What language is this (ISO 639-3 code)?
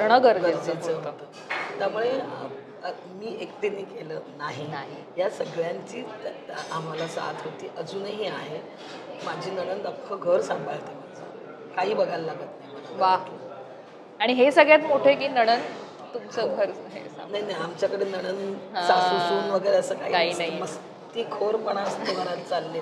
mar